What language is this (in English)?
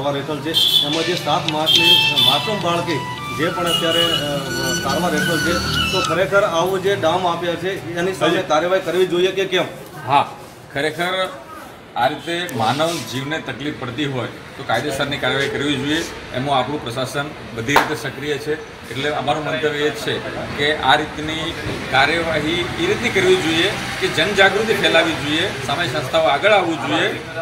Gujarati